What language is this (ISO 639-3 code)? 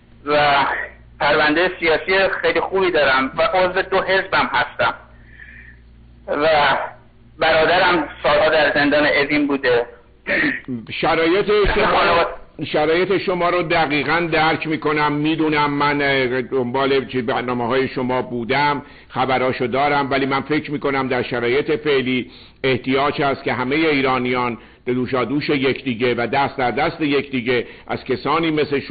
fas